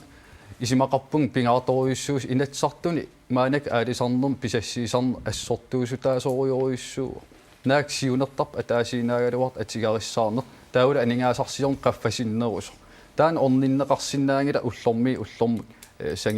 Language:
Kalaallisut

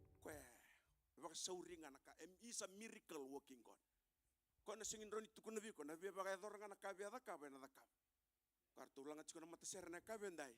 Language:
Fijian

